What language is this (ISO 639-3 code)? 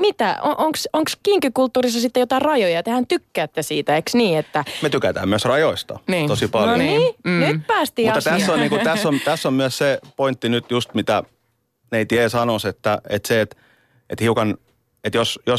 fin